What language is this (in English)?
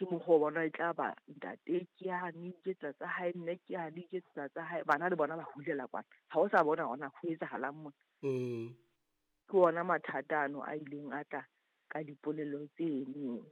Southern Sotho